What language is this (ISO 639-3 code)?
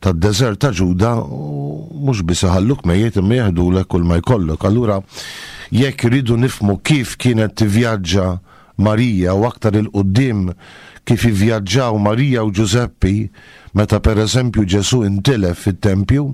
mlt